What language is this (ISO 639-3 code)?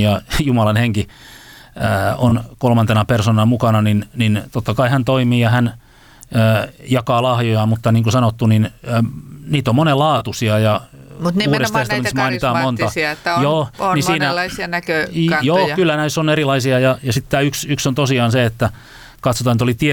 fin